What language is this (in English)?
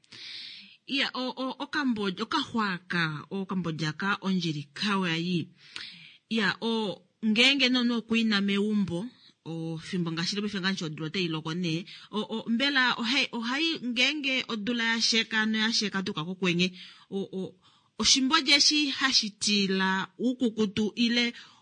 Kuanyama